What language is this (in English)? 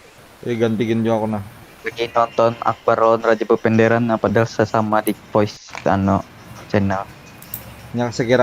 Banjar